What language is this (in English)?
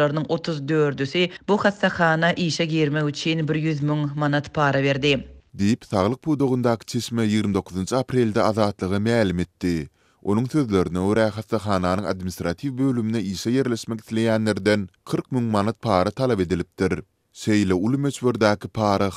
Turkmen